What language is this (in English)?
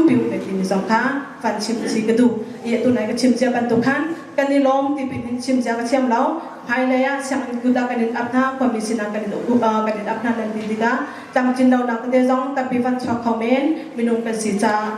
Hakha Chin